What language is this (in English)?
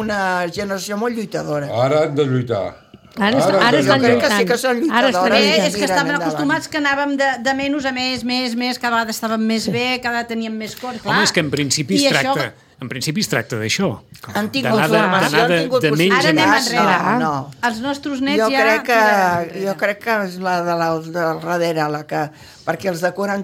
Catalan